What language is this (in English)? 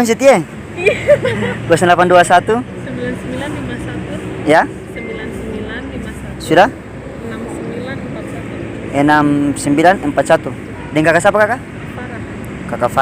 Ambonese Malay